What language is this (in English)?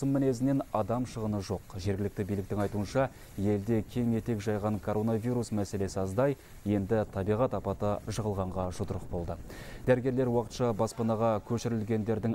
Kazakh